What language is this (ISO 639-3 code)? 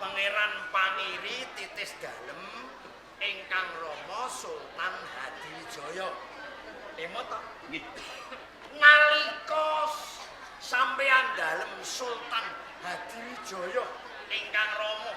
jav